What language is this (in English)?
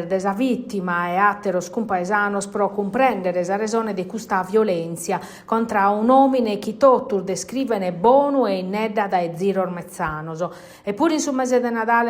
Sardinian